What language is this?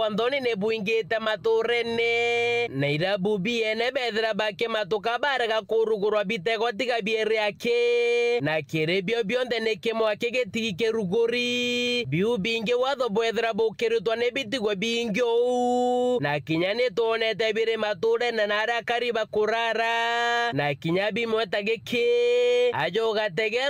Meru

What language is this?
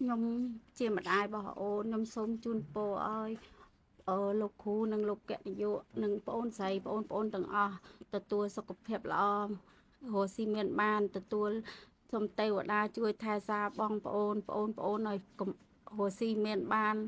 Khmer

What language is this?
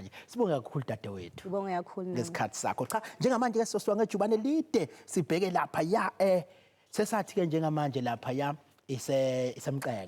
Zulu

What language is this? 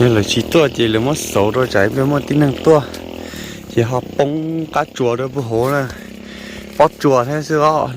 Hmong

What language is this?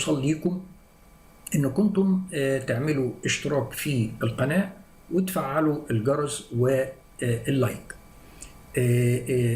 Egyptian Arabic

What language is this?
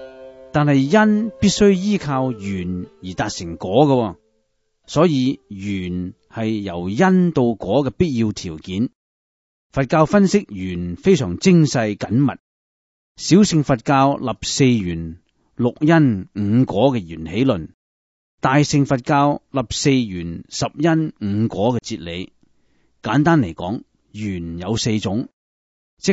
Cantonese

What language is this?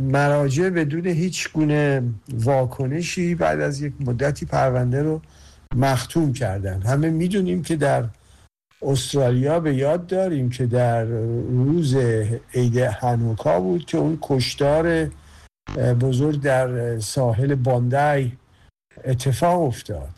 Persian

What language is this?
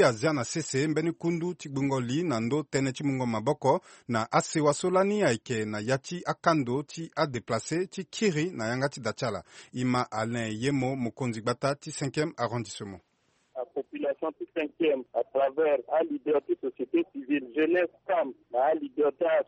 Sango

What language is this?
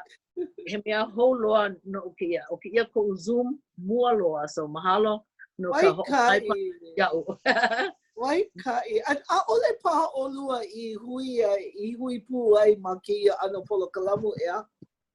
Hawaiian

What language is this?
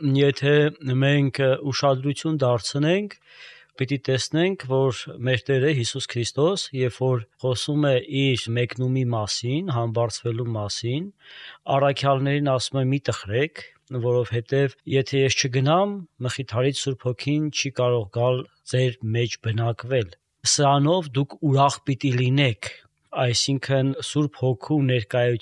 Armenian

